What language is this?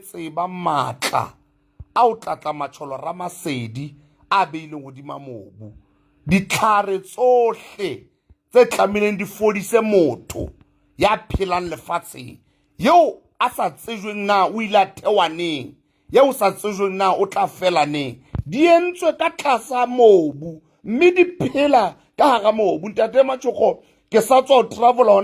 Southern Sotho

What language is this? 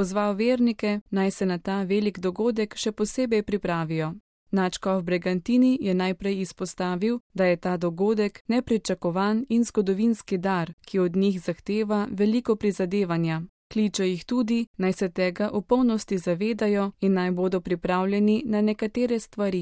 Slovenian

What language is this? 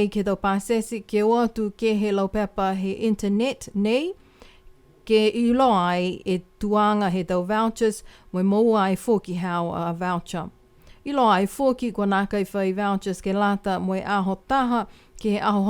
Niuean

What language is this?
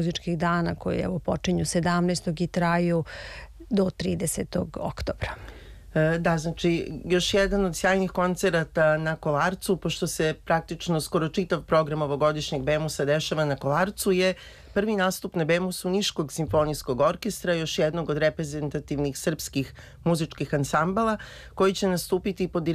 Serbian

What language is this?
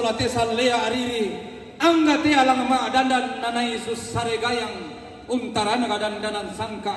Toraja-Sa'dan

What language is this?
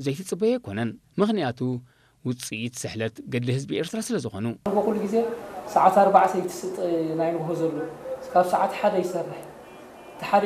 Tigrinya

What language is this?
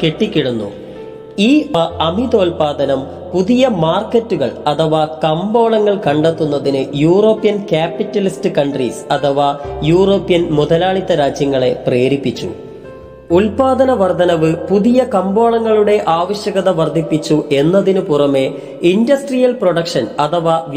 Malayalam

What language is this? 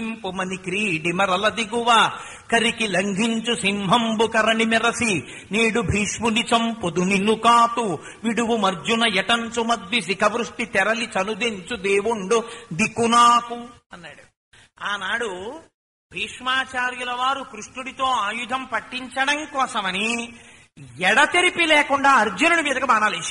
Telugu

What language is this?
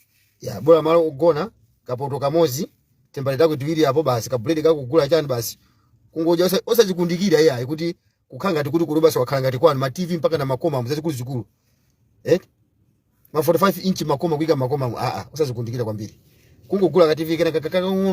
Nyanja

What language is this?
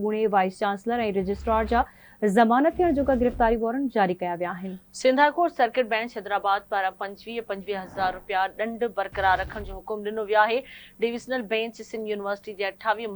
Sindhi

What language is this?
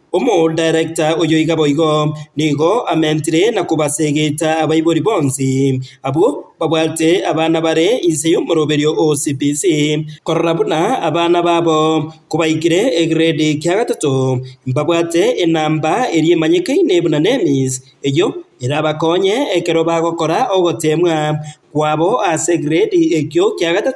Gusii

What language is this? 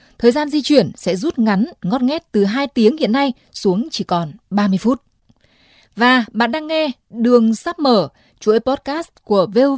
Vietnamese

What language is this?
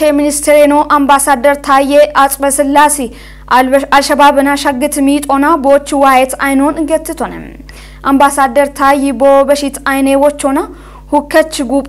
Kafa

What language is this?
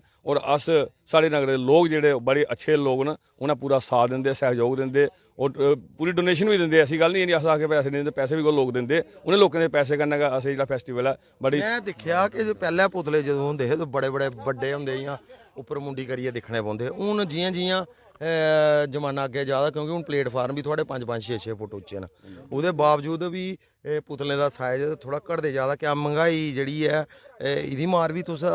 Dogri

